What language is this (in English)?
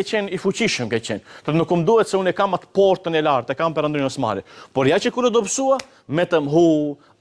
Albanian